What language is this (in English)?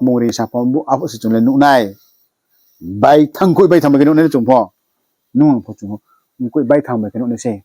Riang (India)